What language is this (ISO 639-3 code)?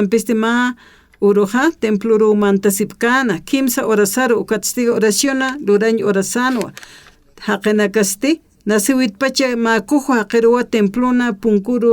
aym